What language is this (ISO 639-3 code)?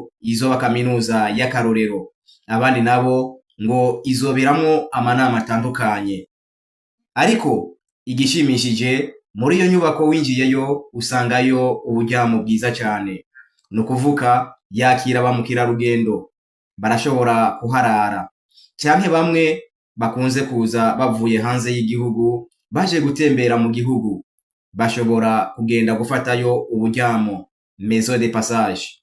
run